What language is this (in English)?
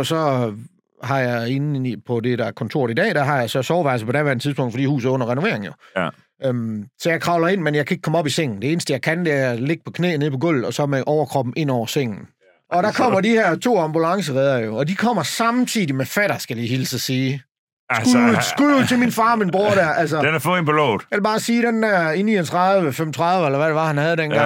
Danish